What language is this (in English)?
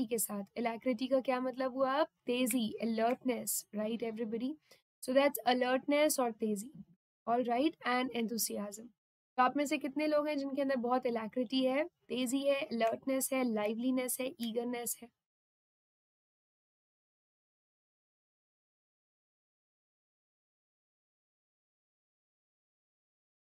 Hindi